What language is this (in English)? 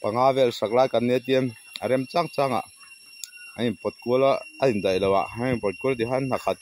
Mizo